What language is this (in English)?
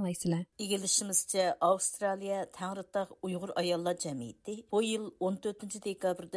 Uyghur